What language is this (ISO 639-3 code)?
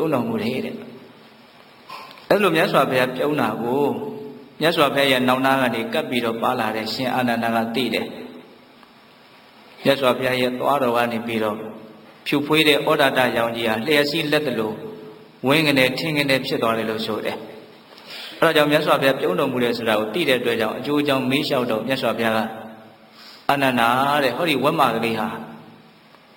mya